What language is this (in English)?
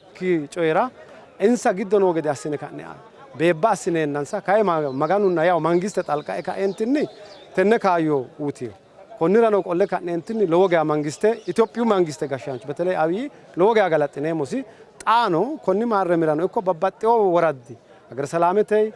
Sidamo